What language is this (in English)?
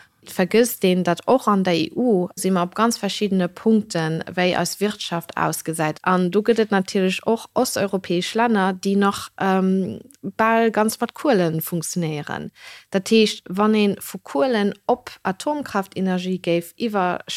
Luxembourgish